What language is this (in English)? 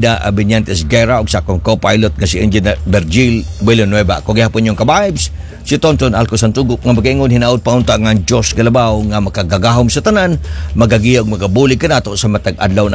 Cebuano